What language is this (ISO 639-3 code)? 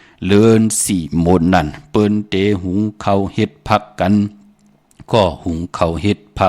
shn